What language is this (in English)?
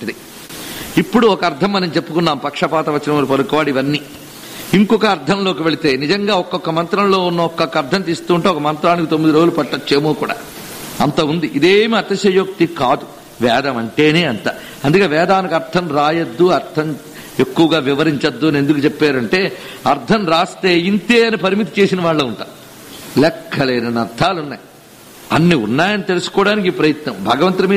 Telugu